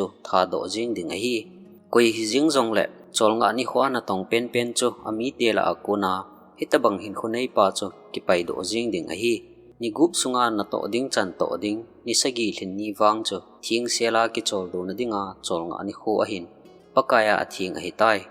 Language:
Thado Chin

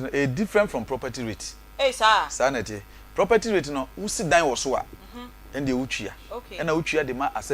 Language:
Akan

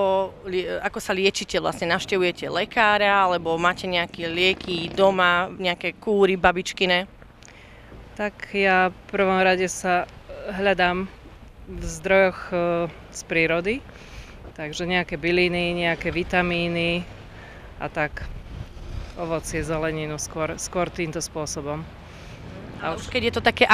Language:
Slovak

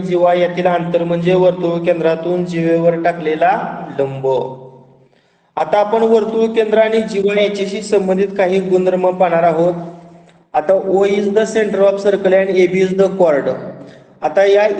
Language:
Marathi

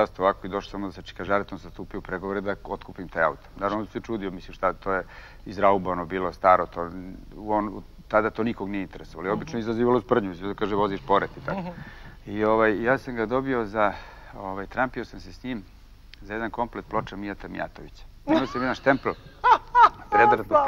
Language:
Serbian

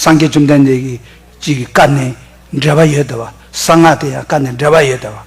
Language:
Tibetan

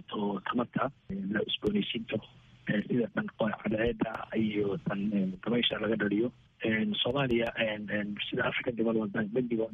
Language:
Somali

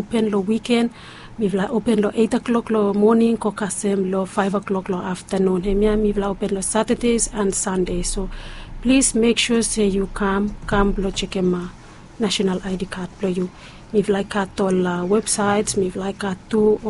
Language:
Bislama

